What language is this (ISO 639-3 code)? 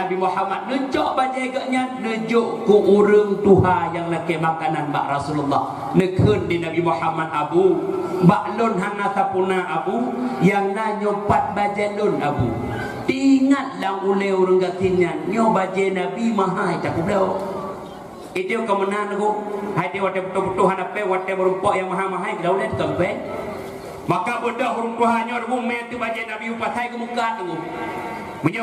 ace